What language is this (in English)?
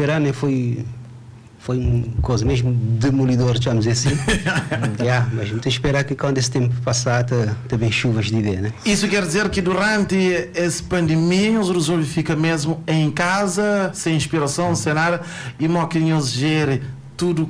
Kabuverdianu